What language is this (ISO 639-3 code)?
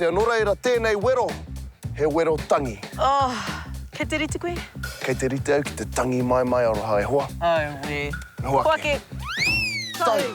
mri